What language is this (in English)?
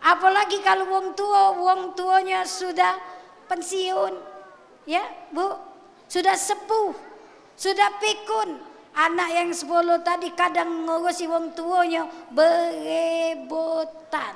Musi